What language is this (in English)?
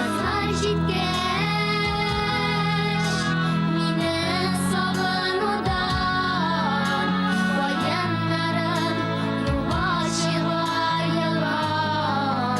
Tatar